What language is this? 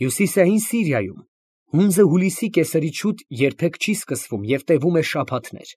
Armenian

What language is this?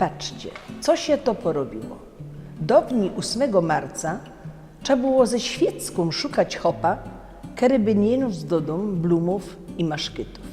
Silesian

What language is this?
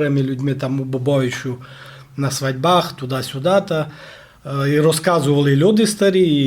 Rusyn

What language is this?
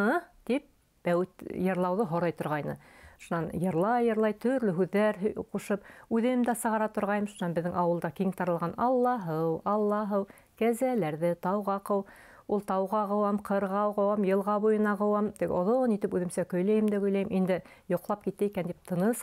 Bashkir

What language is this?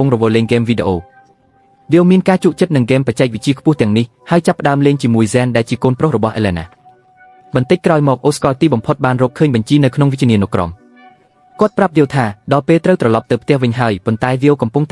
Khmer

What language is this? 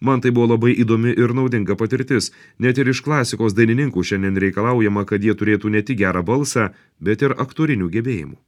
Lithuanian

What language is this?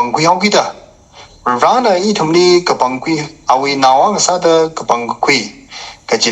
Tangkhul Naga (India)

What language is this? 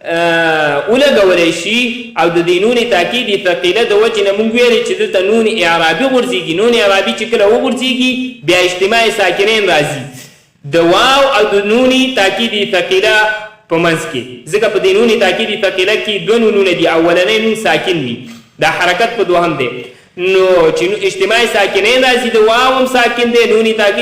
Pashto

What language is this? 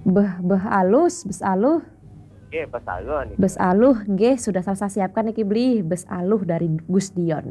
Balinese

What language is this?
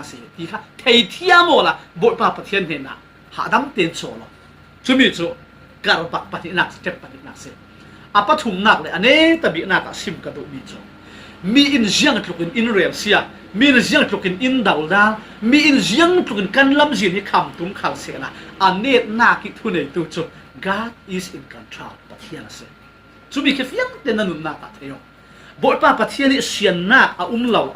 Falam Chin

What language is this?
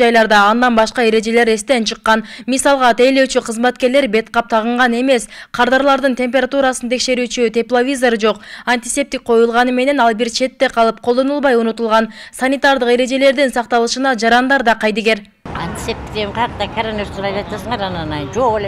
Kyrgyz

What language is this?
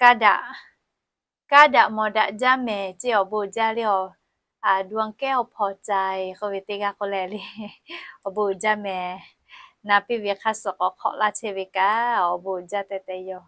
Lahu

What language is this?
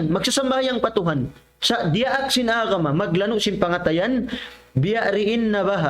Tausug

